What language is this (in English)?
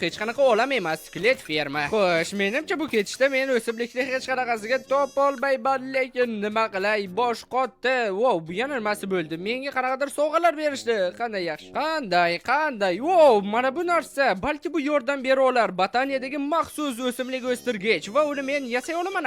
Uzbek